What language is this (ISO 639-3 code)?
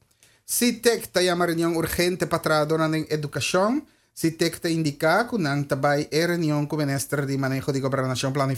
pap